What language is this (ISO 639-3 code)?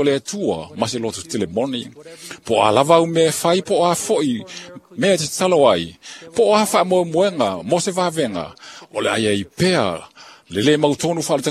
smo